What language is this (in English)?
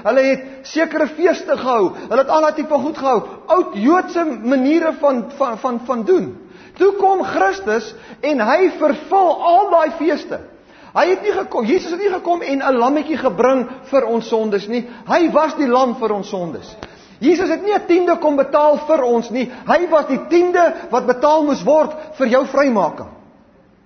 Afrikaans